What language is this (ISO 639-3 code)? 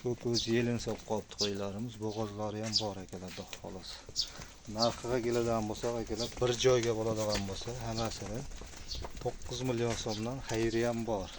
uzb